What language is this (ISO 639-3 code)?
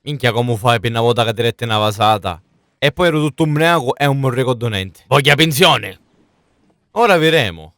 scn